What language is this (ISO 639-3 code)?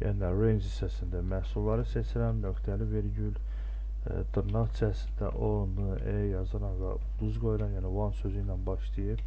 aze